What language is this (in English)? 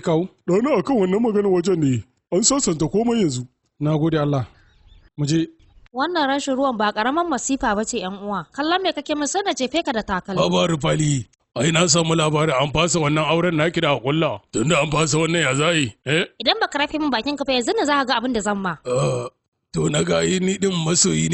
Hausa